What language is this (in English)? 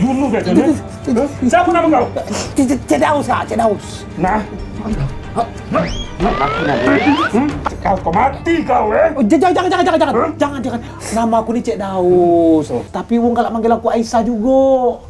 Musi